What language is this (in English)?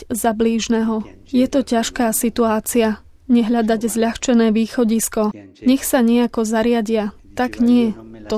Slovak